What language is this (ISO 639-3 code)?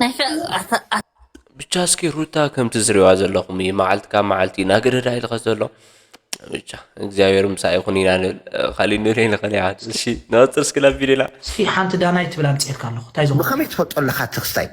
tir